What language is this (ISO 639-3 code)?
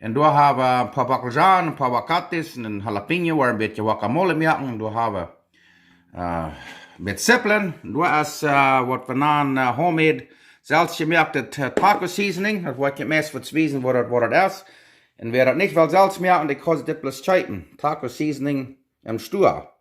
pdt